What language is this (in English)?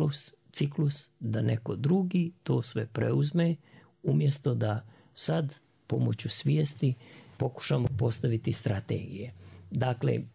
Croatian